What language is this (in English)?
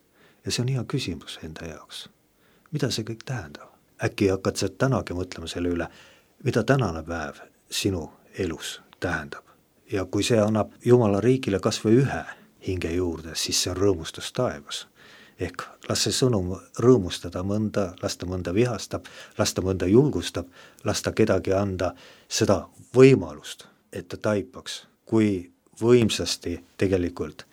Estonian